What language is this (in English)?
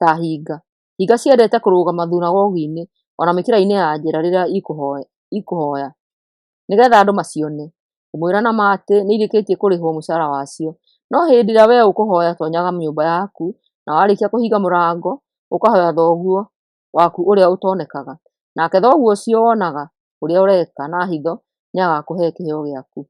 Kikuyu